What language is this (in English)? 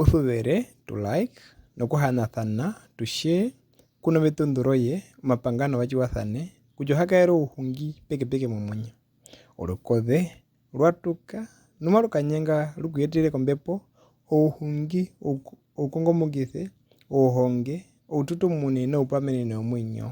Herero